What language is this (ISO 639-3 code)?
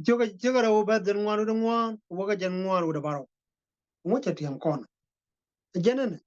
nus